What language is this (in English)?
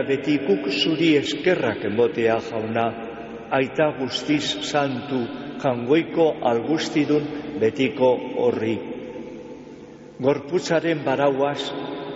Basque